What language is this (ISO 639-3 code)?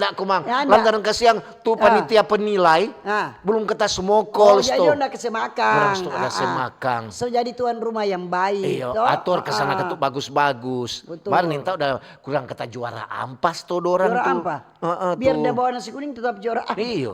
xmm